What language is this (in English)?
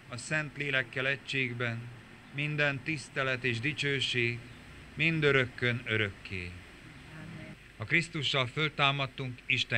Hungarian